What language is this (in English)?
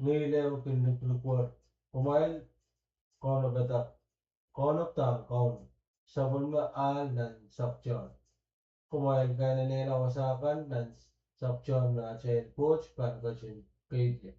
Pohnpeian